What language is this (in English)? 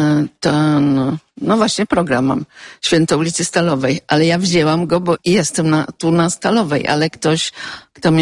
Polish